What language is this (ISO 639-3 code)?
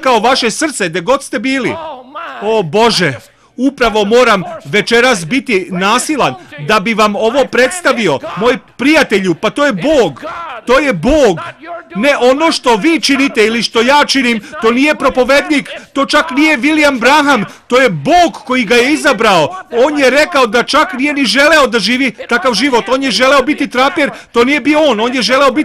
srp